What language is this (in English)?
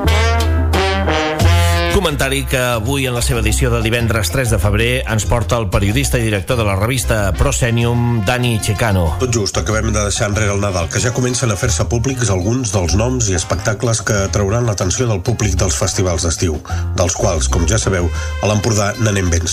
Catalan